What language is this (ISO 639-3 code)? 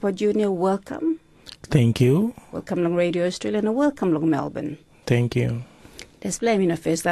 tpi